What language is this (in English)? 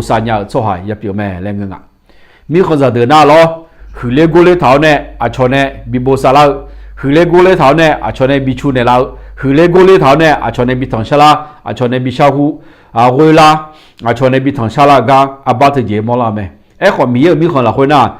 Akha